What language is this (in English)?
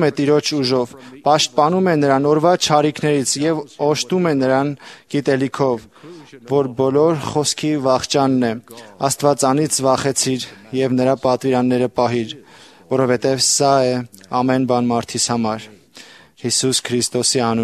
Armenian